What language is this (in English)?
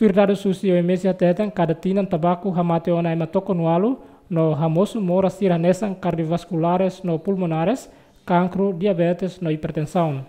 Tetum